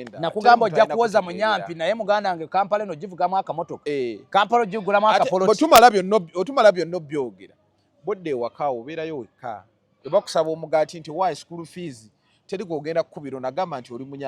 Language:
Ganda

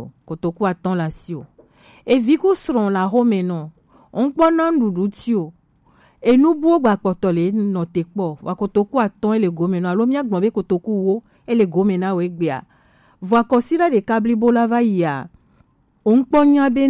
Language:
Gen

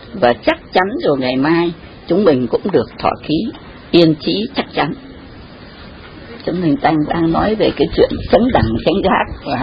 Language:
Vietnamese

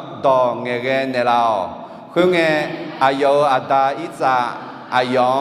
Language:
Akha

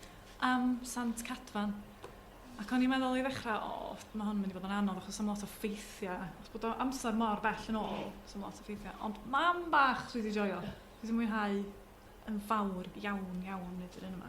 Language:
Welsh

